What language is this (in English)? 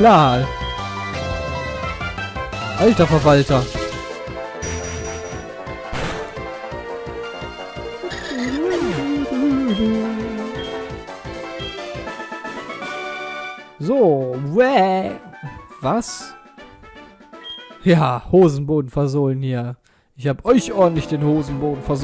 German